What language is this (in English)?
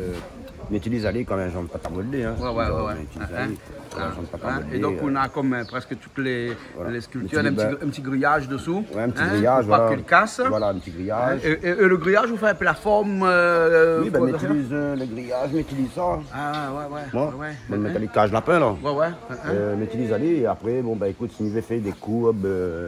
Réunion Creole French